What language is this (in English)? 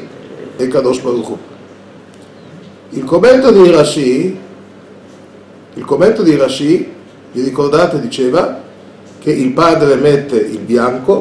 Italian